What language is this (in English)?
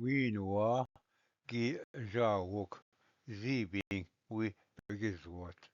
Ojibwa